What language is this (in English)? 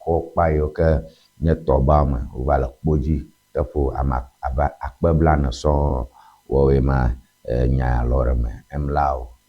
Ewe